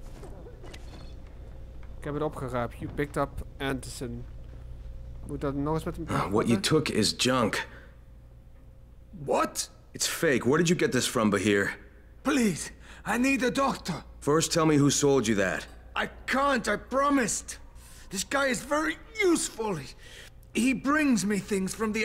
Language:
Dutch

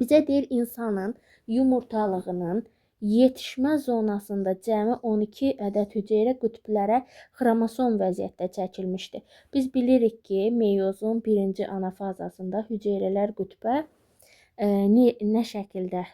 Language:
Azerbaijani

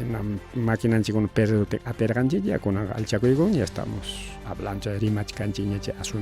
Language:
Ayacucho Quechua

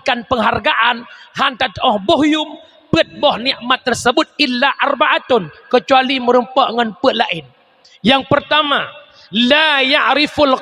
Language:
Achinese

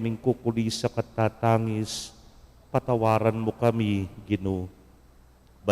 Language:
Pampanga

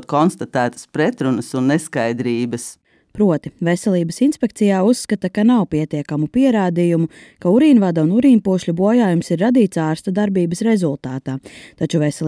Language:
Latvian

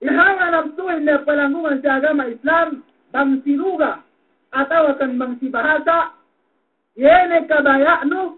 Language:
Yakan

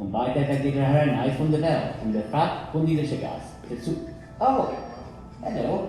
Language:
Yiddish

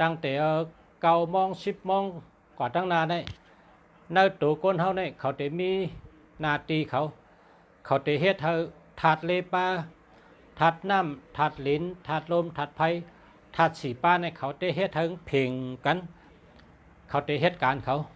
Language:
Shan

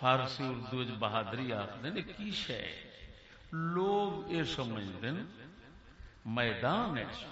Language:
Saraiki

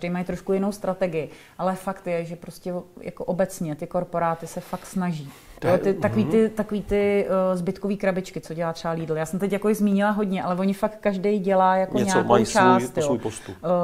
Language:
Czech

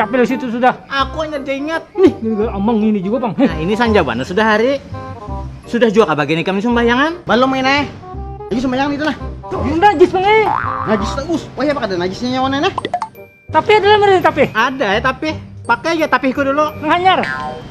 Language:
Banjar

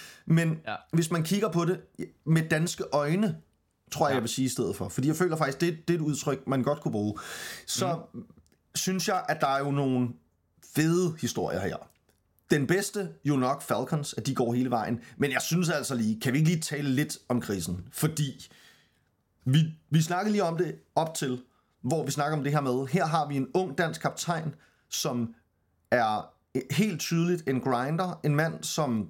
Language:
Danish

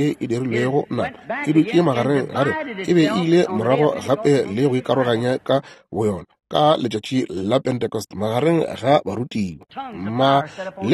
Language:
Northern Sotho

